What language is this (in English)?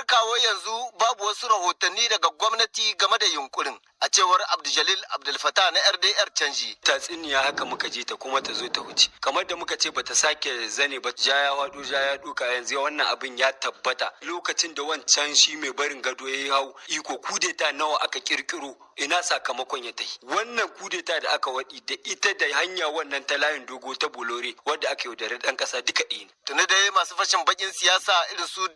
Hausa